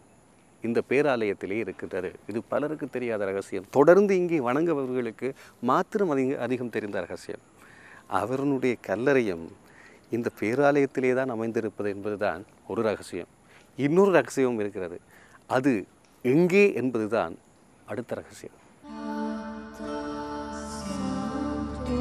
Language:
Tamil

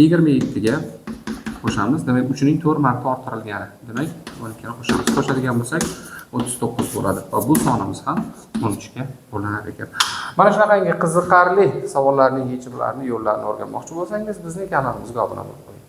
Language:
Uzbek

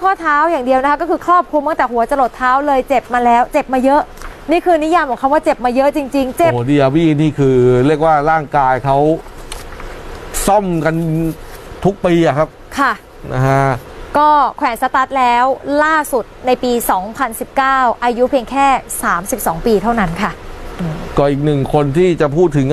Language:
Thai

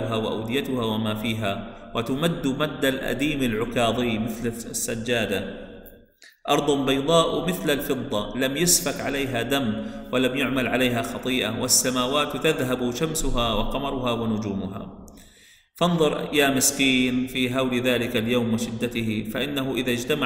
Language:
Arabic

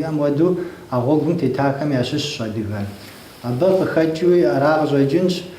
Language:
Kabardian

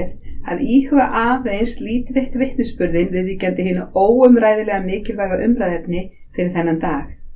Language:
Icelandic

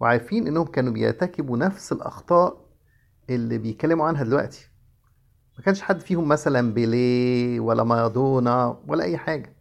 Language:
Egyptian Arabic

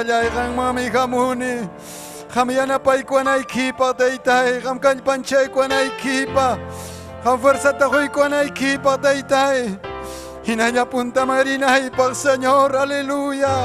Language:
Ayacucho Quechua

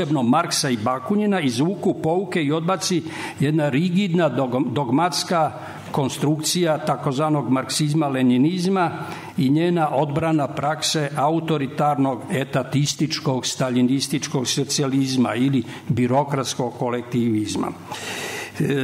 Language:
Serbian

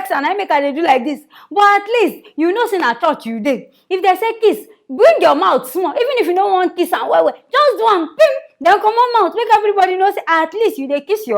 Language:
Nigerian Pidgin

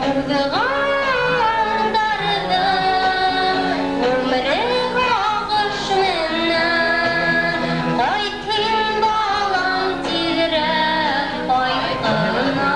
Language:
Bashkir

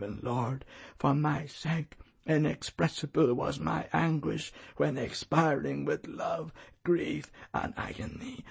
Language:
English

